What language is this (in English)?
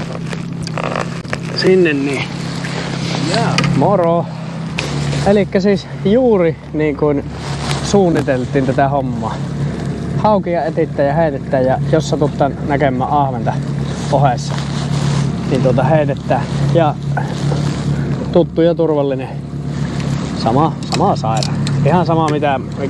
Finnish